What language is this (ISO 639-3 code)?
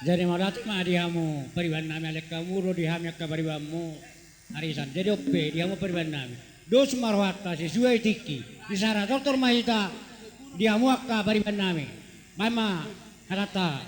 bbc